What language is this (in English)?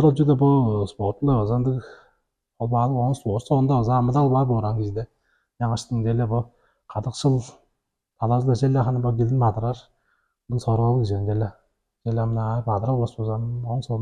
Tuvinian